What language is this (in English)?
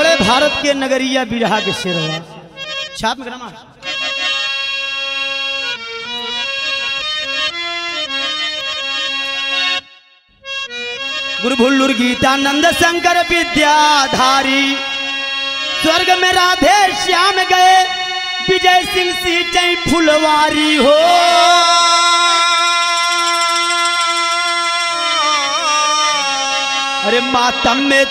Bhojpuri